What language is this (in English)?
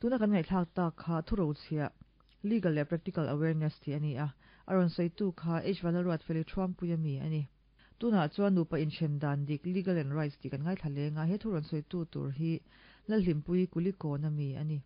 Mizo